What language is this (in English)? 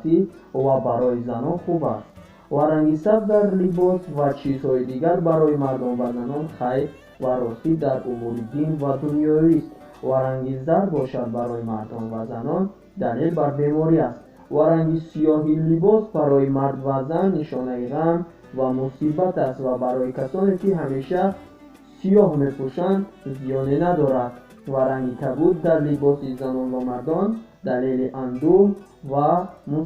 Tajik